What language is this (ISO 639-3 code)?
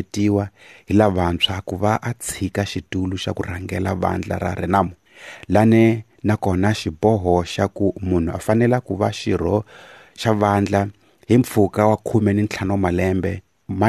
tso